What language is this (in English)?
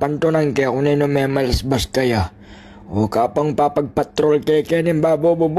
Pampanga